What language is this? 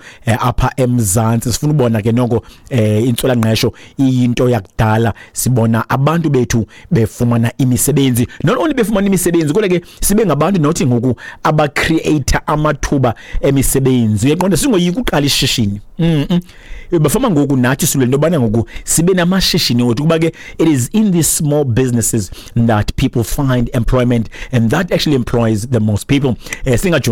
Xhosa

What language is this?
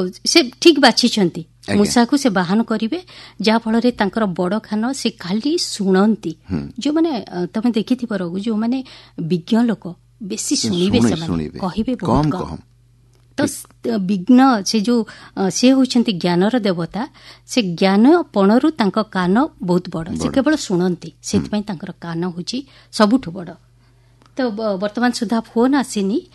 Odia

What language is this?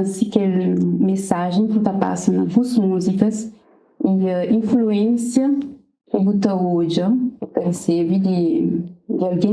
Kabuverdianu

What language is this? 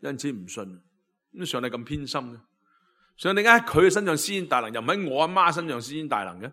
Cantonese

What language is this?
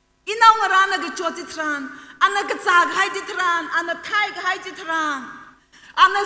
Tangkhul Naga (India)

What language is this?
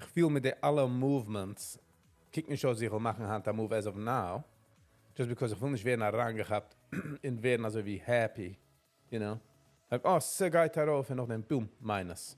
Yiddish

